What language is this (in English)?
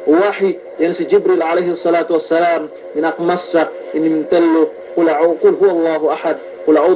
Yakan